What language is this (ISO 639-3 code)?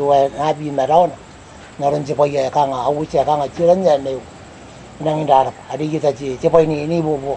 gil